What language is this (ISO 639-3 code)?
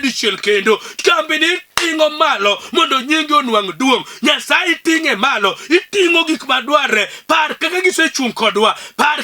luo